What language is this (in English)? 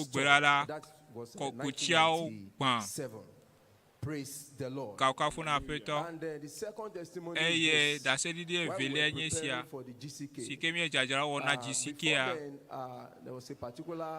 Ewe